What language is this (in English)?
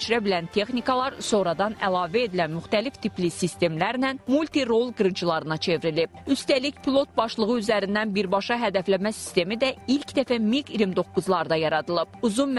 Azerbaijani